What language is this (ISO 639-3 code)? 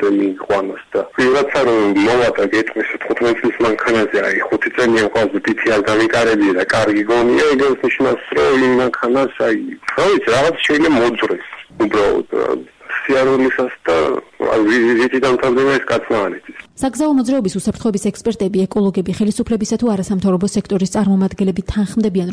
kat